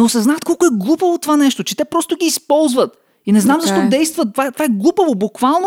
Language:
Bulgarian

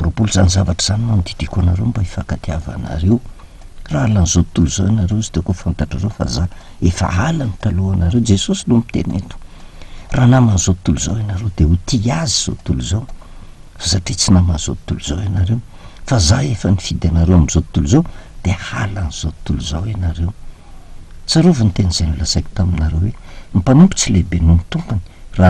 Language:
Malagasy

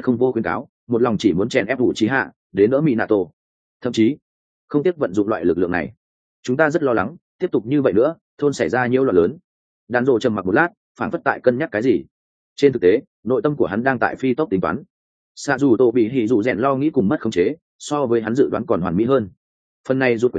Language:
Vietnamese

